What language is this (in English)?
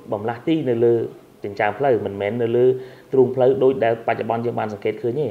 Khmer